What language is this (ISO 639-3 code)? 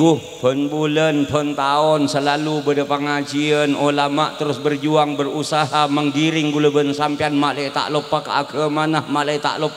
mad